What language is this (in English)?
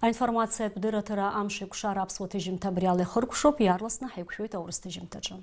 Abkhazian